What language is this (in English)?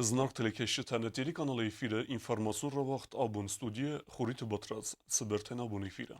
Ossetic